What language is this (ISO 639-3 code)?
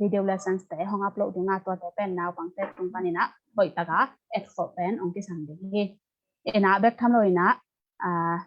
ctd